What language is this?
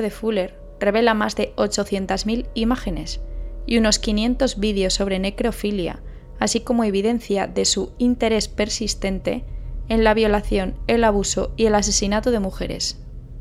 Spanish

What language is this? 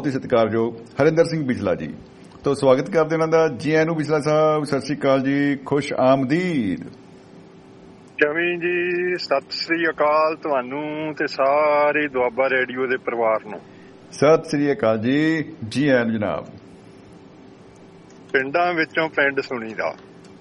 Punjabi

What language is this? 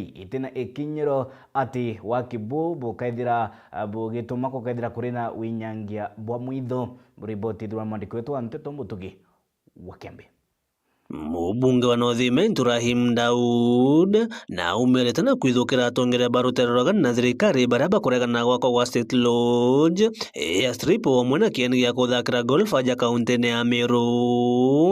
Meru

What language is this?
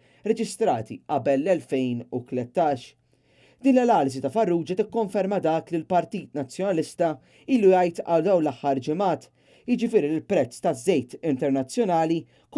Maltese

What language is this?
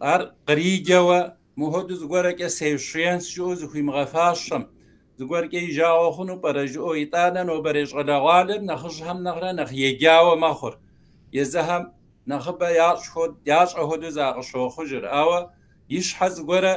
Kabardian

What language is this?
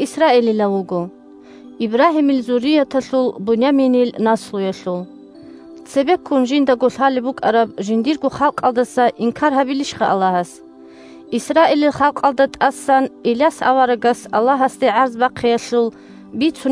Avaric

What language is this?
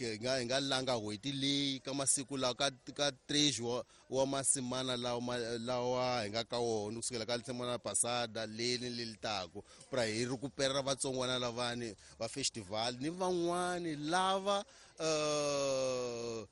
Tsonga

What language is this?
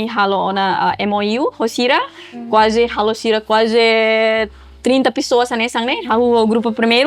Tetum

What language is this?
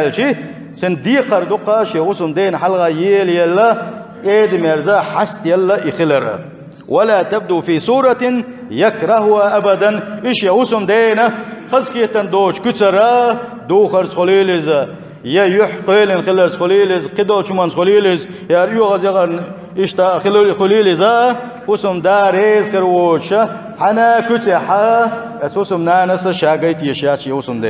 Chechen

